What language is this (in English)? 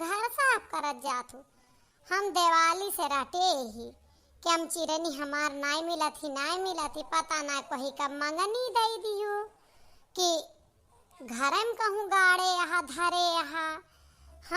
Awadhi